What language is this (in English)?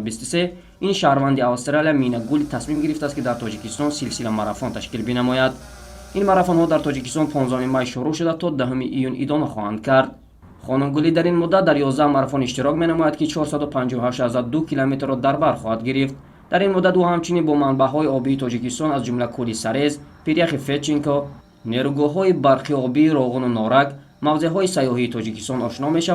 Tajik